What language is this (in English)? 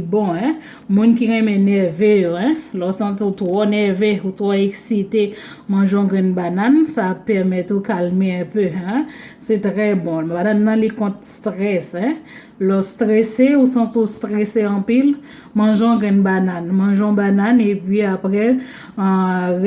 Haitian Creole